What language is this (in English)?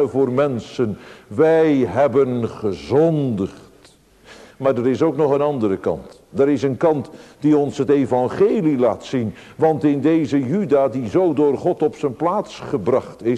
Dutch